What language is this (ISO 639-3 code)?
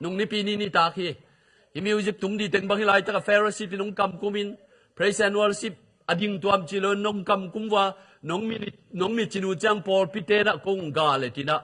ctd